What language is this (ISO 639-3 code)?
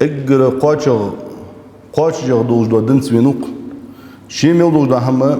inh